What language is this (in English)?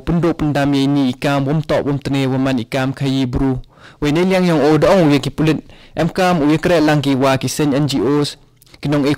Khasi